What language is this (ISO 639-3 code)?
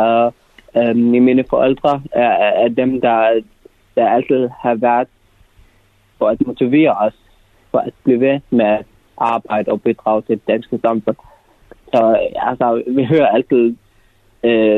dan